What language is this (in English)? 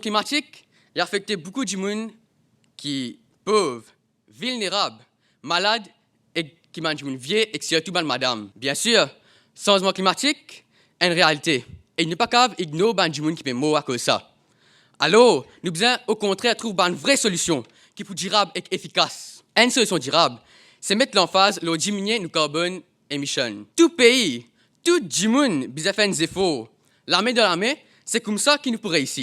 Morisyen